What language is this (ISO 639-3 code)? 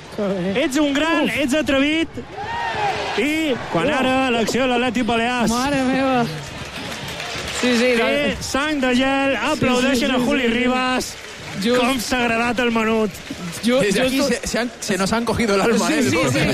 cat